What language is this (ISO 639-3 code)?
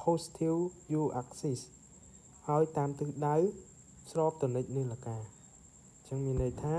khm